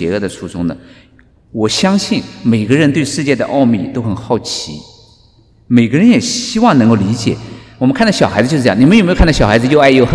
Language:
Chinese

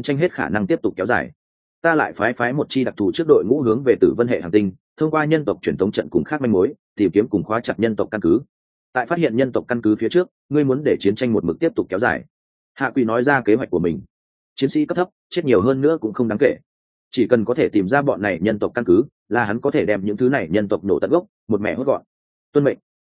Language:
Vietnamese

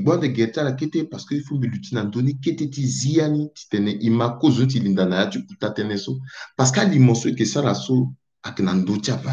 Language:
Sango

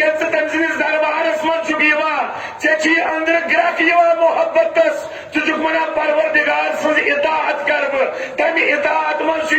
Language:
Kashmiri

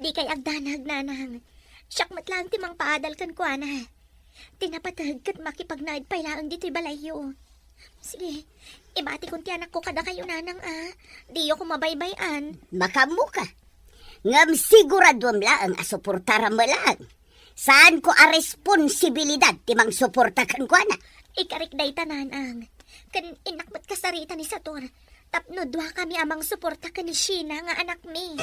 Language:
Iloko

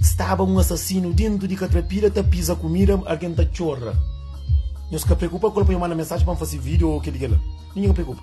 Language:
Kabuverdianu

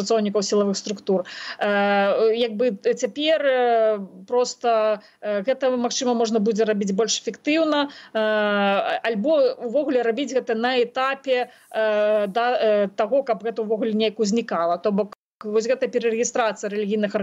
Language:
Belarusian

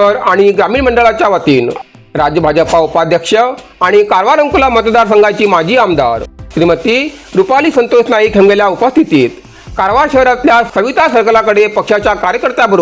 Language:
Konkani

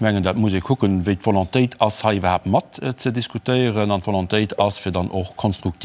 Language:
Luxembourgish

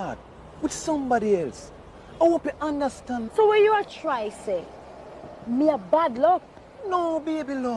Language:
Jamaican Creole English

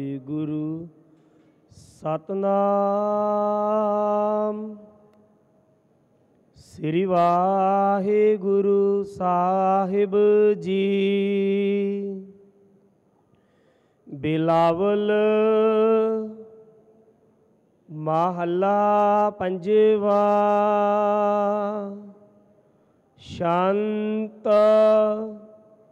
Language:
Punjabi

